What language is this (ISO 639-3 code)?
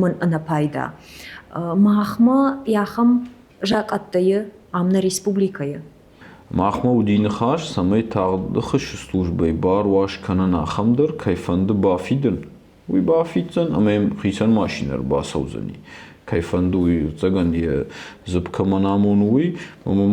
oss